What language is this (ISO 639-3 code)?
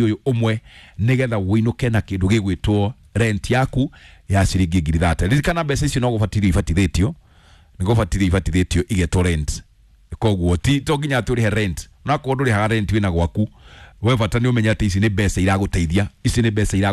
kik